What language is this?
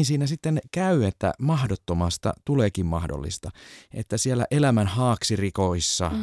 Finnish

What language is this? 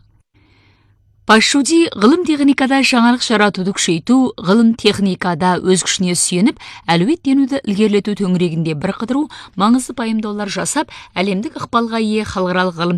Kazakh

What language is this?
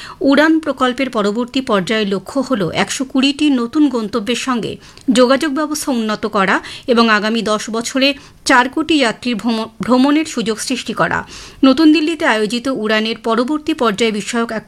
Bangla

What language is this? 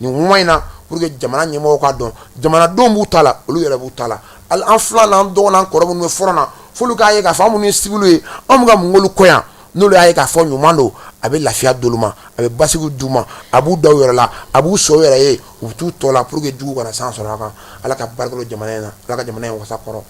Bambara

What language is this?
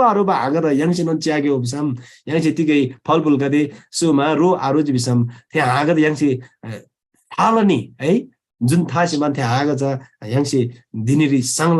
Eastern Tamang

